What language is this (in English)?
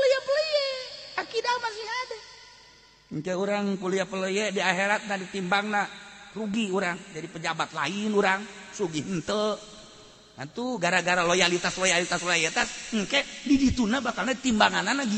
Sundanese